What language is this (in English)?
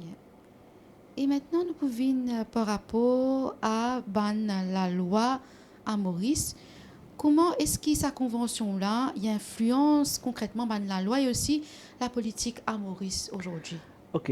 Morisyen